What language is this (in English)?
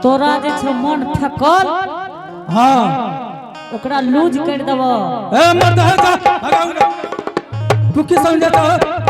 Angika